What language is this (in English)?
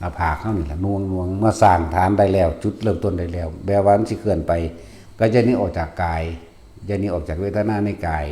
Lao